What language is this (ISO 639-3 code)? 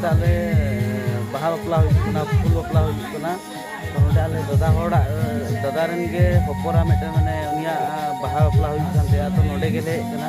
sat